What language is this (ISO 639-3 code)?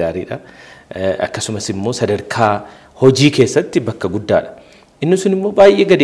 orm